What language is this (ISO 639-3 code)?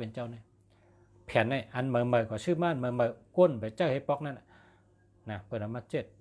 shn